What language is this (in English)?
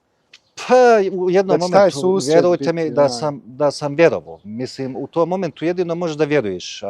Bosnian